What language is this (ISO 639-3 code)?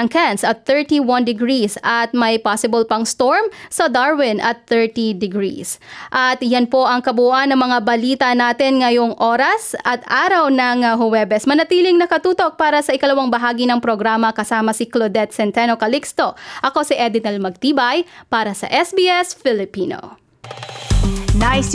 fil